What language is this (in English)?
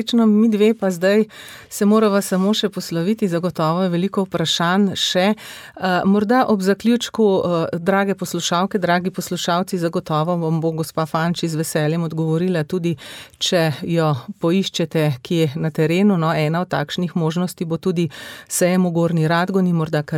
Slovenian